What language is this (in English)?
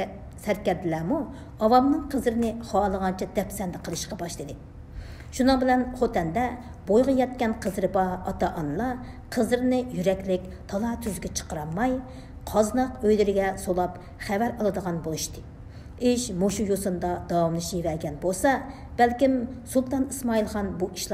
Uyghur